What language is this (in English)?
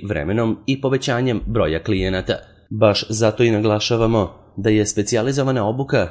Serbian